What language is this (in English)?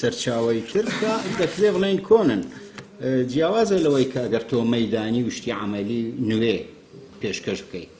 Central Kurdish